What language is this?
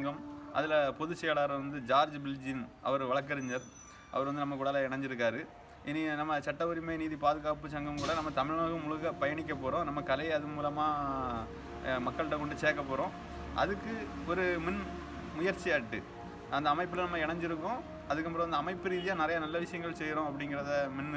Tamil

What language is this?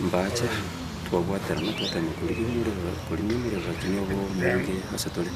Gusii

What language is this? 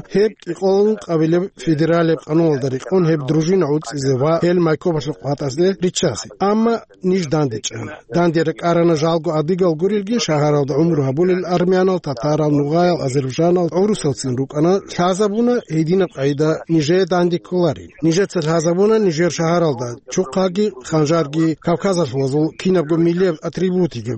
Avaric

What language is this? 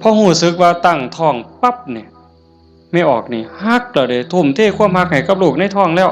Northeastern Thai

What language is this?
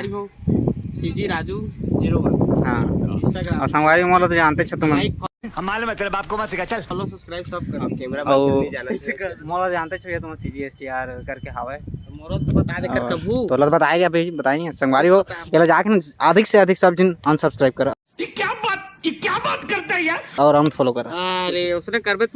Chhattisgarhi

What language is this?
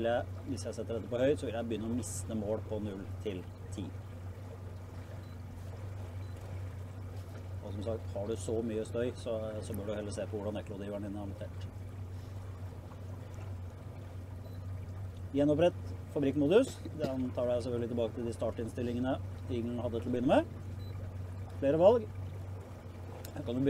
Norwegian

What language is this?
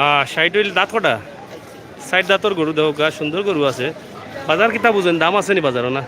Sylheti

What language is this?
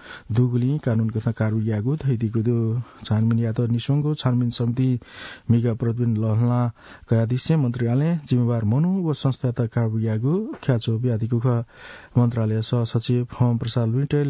Newari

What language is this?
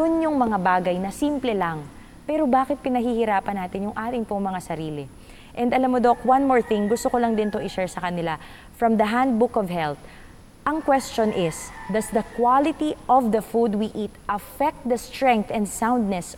Filipino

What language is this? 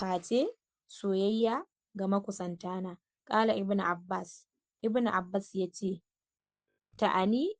Hausa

